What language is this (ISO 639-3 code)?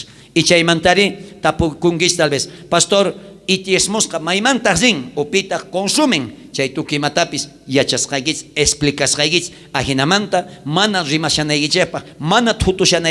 quh